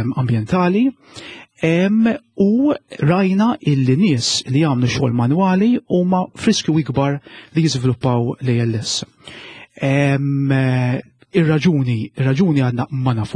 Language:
Maltese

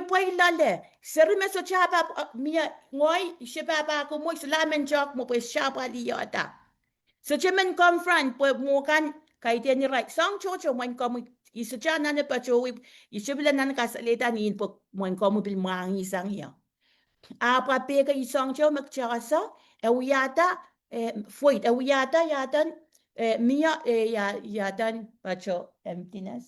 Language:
Pohnpeian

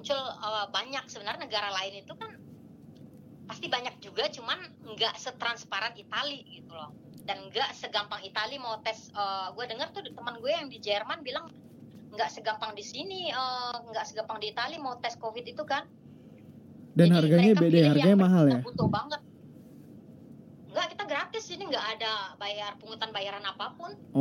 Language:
Indonesian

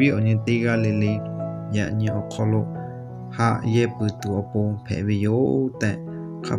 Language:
Lahu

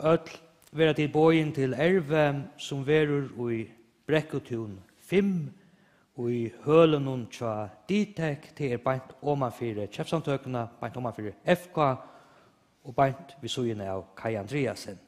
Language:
Faroese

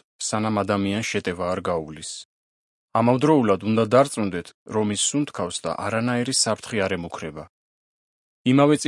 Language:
Georgian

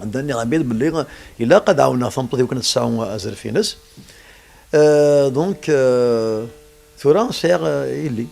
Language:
Kabyle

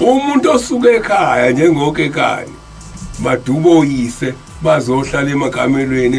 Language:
Zulu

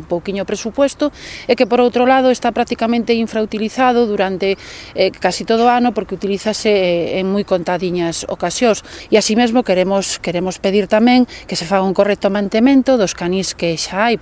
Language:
Galician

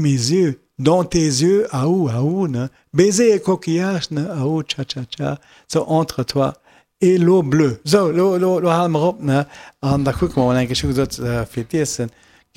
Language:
Luxembourgish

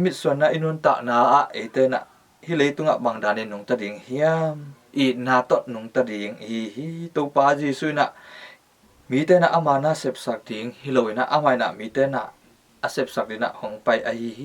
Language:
Tedim Chin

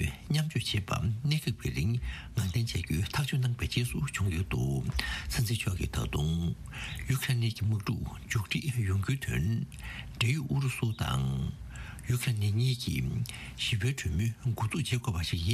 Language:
Tibetan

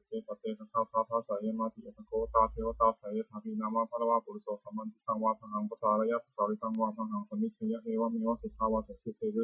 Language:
Pali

